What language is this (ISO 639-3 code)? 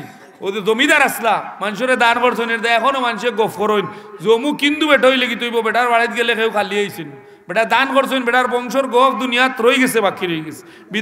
syl